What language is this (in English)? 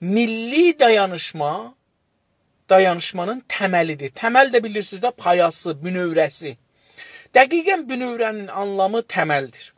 South Azerbaijani